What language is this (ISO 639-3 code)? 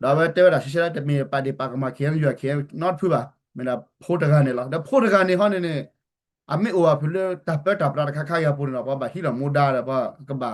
ksw